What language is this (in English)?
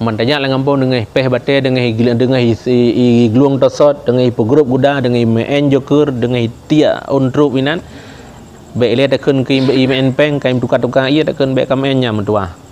Achinese